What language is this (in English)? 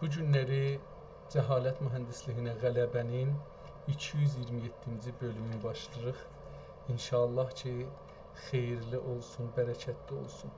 South Azerbaijani